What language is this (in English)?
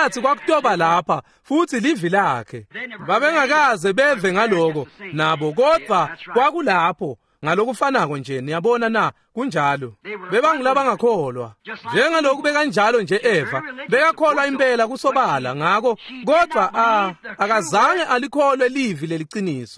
Swati